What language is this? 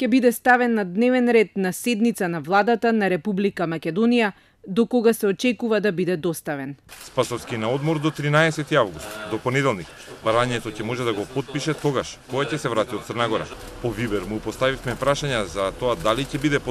Macedonian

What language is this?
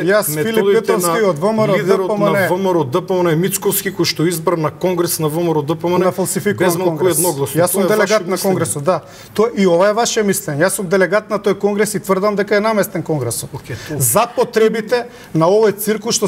Macedonian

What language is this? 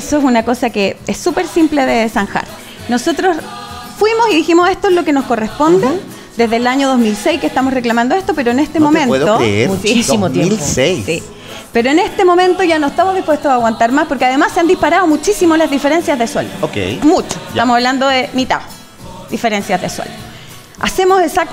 Spanish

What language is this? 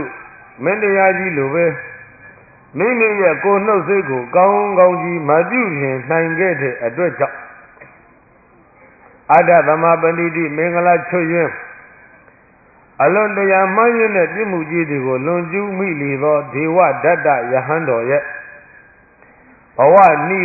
Burmese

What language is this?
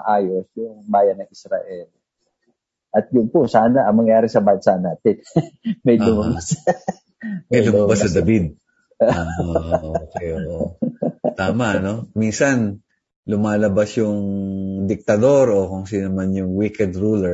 Filipino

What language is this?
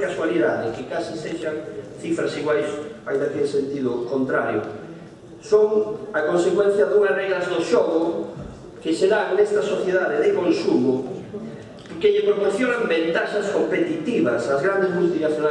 Galician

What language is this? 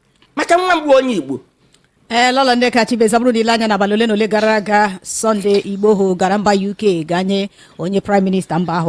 Igbo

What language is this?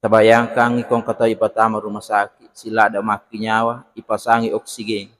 Buginese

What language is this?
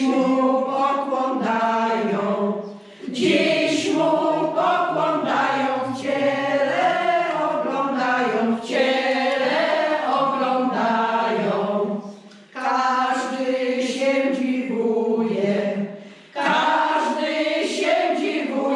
Polish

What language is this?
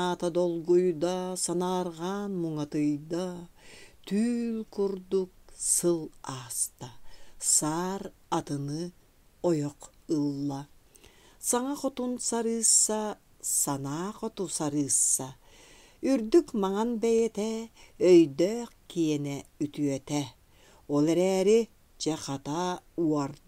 Yakut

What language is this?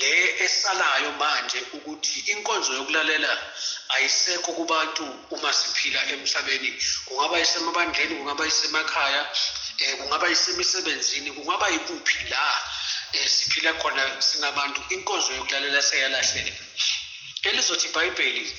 Zulu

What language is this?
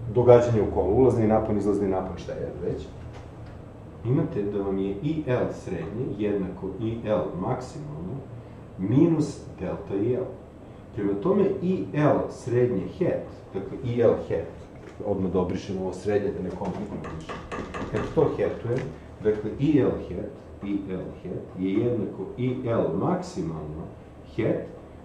Serbian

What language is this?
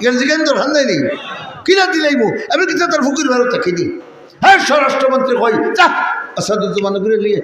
Sylheti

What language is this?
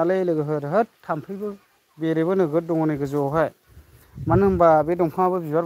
Bodo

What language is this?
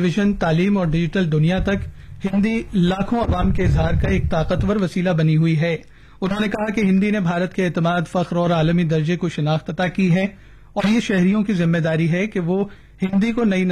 Urdu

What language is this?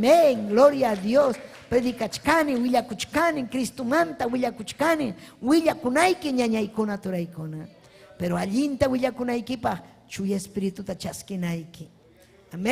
Ayacucho Quechua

